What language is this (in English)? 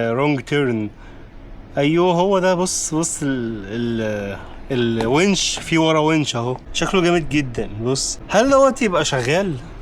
Egyptian Arabic